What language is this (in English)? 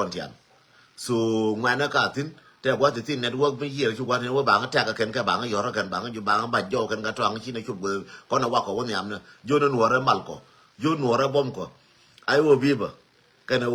Nuer